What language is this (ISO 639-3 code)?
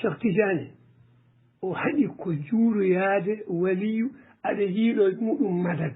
ful